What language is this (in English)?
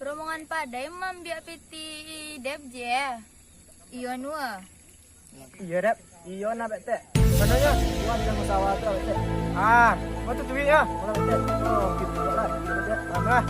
Minangkabau